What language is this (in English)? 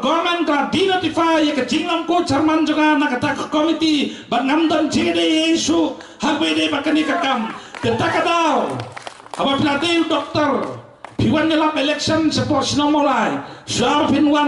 Khasi